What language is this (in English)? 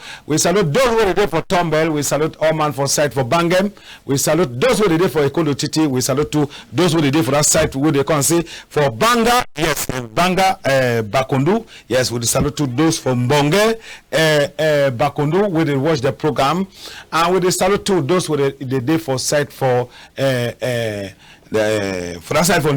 Cameroon Pidgin